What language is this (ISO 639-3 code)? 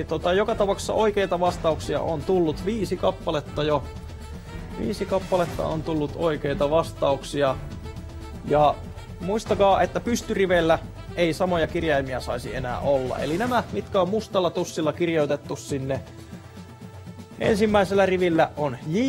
fin